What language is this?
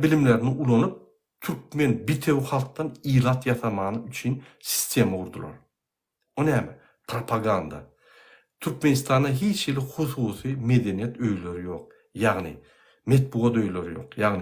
Turkmen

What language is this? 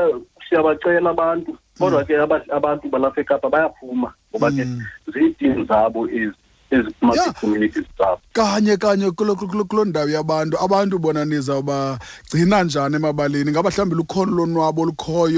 Xhosa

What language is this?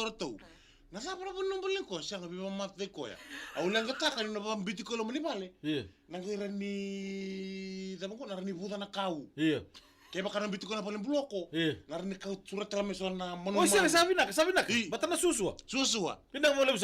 Fijian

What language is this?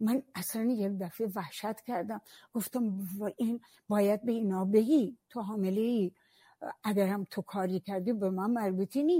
Persian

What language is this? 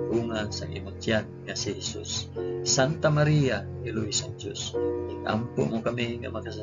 Hiligaynon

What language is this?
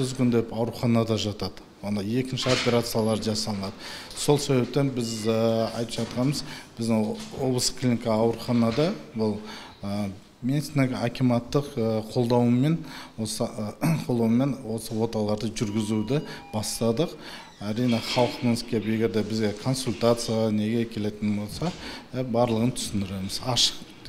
Kazakh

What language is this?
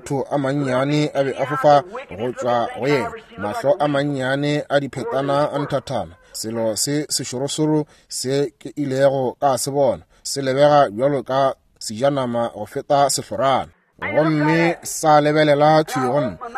Northern Sotho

